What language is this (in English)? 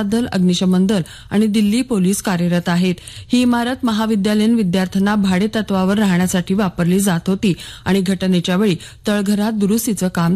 Marathi